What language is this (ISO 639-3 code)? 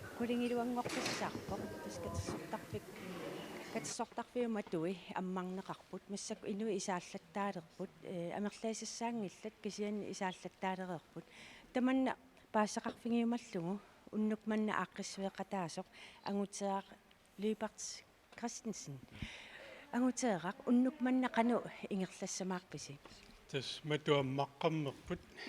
kal